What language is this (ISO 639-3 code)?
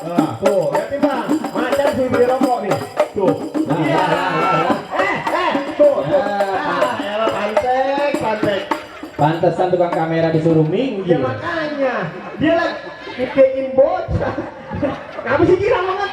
bew